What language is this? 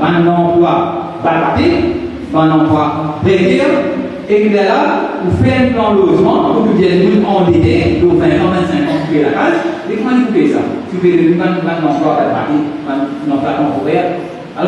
Morisyen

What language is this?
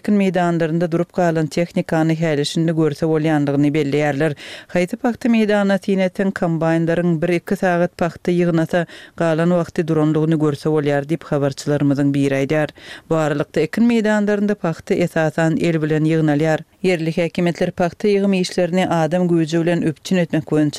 Turkmen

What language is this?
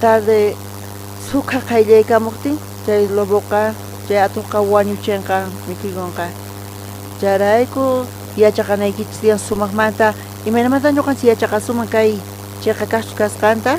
South Bolivian Quechua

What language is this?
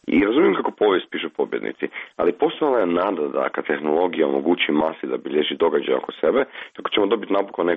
Croatian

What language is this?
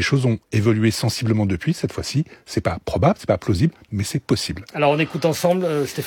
French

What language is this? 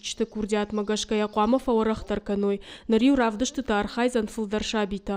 Ossetic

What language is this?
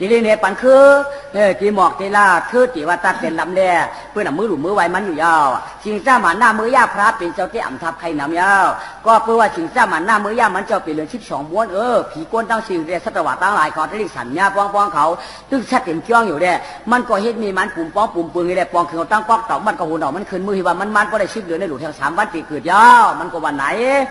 Shan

